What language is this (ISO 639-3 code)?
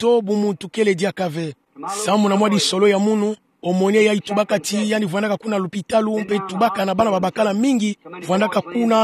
ktu